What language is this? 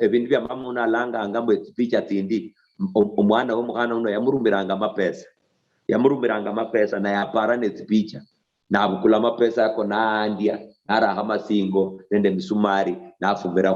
Luyia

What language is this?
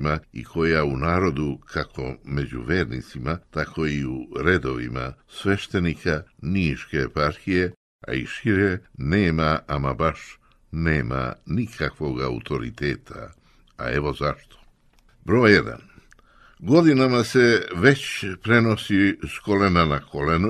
Serbian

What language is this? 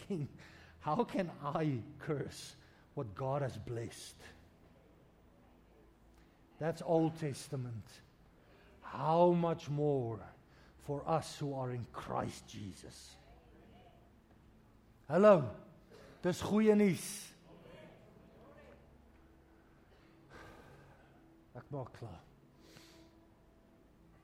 Afrikaans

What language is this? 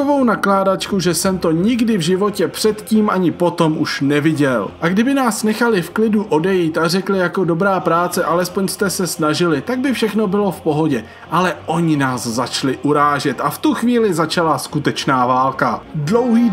Czech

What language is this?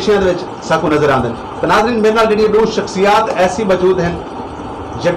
Saraiki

